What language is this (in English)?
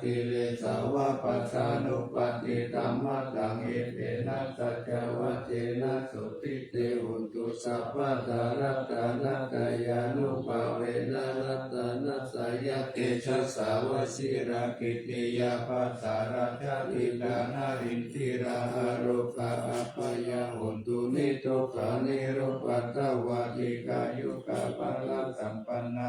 Pali